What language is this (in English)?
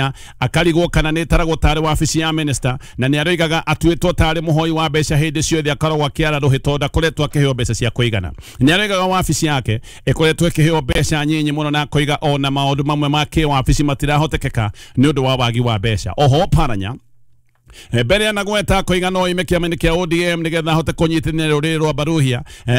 Kikuyu